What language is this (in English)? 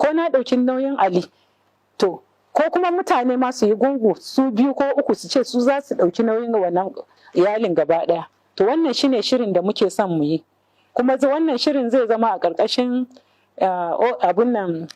Hausa